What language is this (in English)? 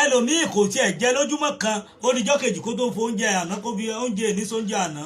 Yoruba